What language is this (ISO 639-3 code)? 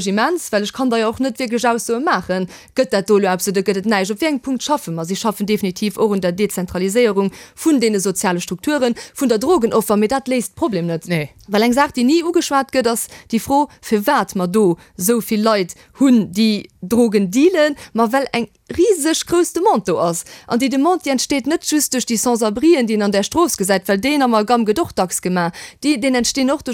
ltz